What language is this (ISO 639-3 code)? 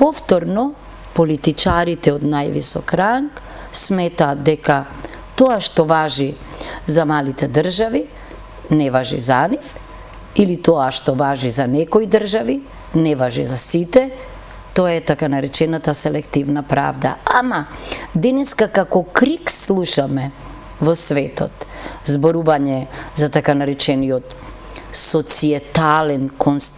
mkd